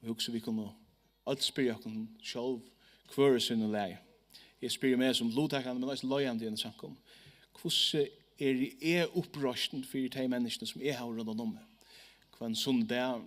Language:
Faroese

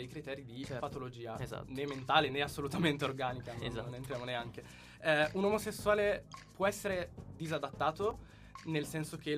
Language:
Italian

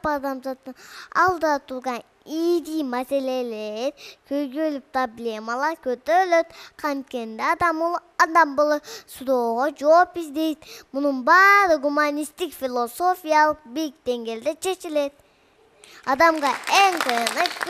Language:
Kyrgyz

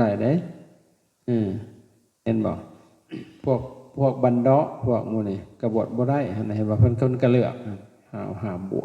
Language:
Northeastern Thai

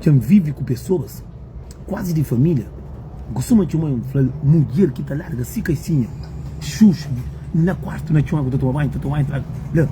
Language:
Kabuverdianu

